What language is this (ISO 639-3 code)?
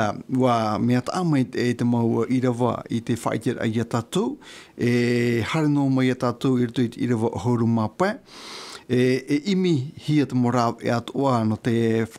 tah